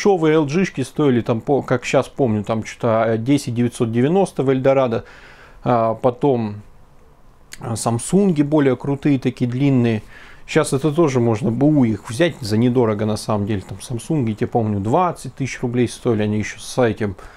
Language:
Russian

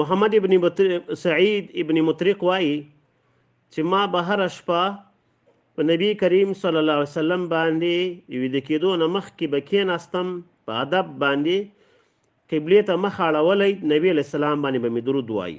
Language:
Pashto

